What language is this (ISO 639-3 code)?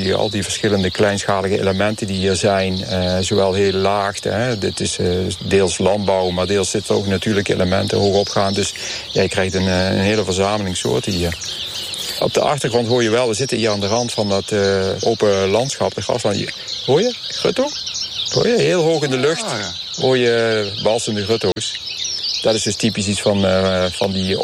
nld